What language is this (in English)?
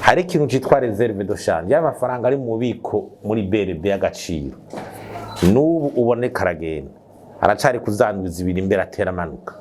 Rundi